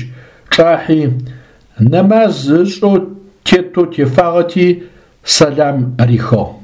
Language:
Adyghe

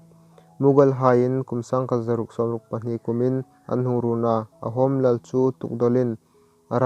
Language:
Hmar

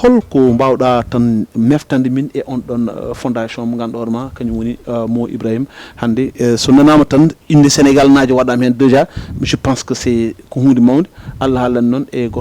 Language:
Fula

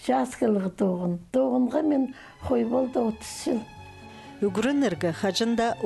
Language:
Khakas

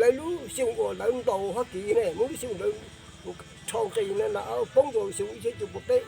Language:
Hmong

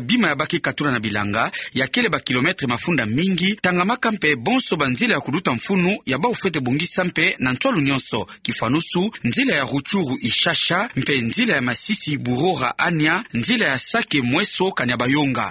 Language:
Kituba (Democratic Republic of Congo)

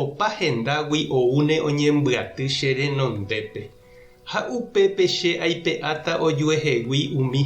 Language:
Guarani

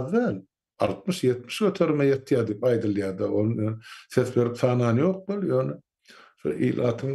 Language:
Turkmen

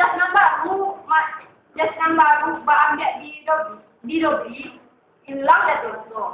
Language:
Minangkabau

